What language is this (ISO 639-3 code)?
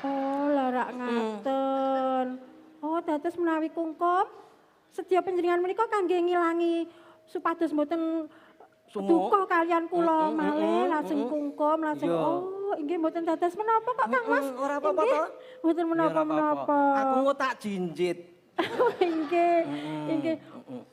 jav